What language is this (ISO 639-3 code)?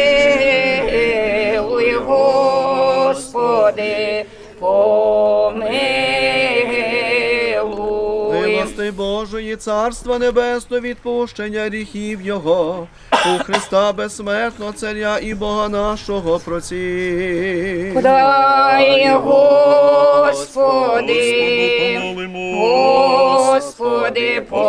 ukr